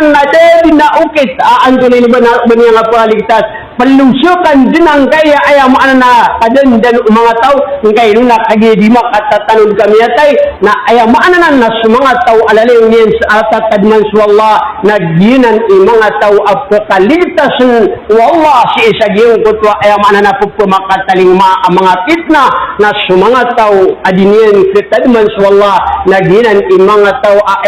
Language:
Maranao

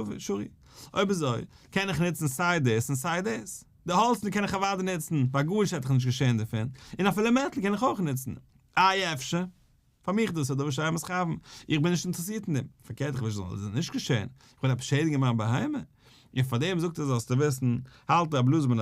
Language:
Yiddish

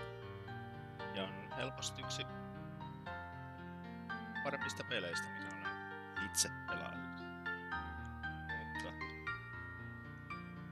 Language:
Finnish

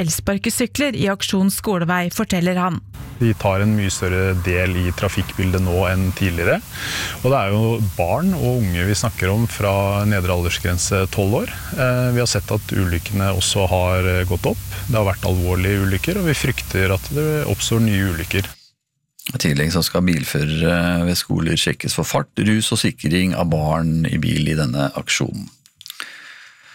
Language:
Norwegian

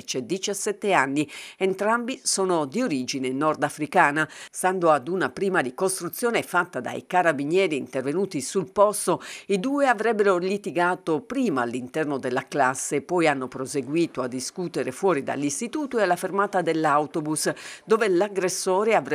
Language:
Italian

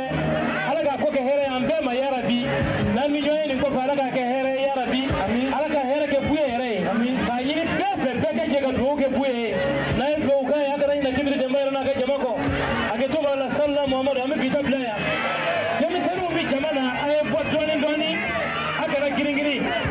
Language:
Bambara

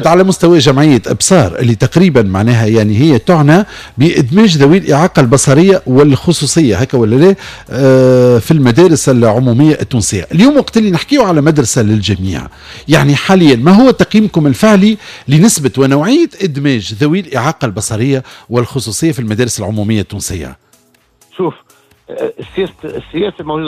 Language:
Tunisian Arabic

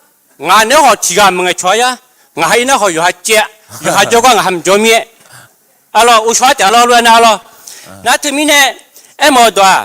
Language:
Akha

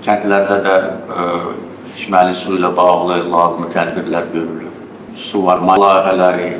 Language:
Azerbaijani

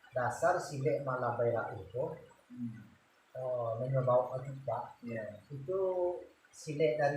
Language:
Minangkabau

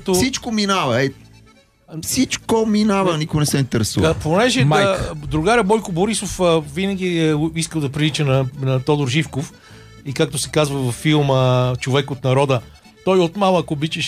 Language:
Bulgarian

